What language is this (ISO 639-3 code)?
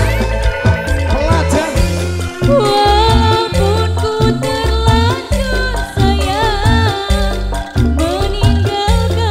ind